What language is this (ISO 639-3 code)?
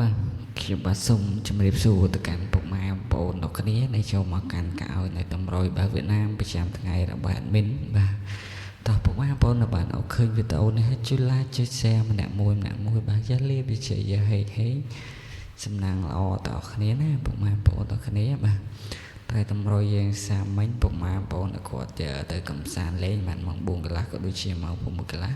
khm